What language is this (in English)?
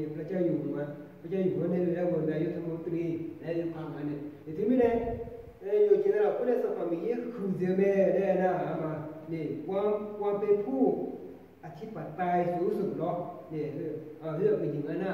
Akha